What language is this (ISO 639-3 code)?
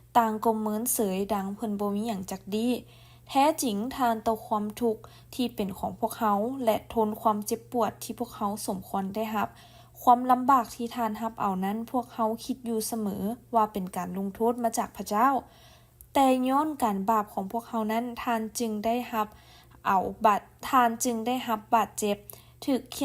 lao